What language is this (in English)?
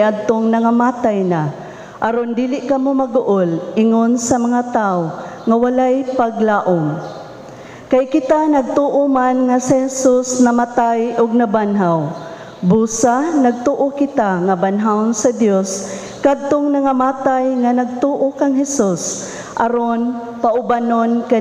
Cebuano